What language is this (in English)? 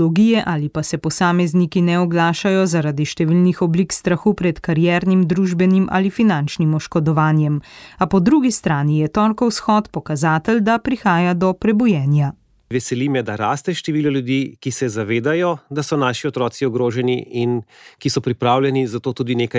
Slovenian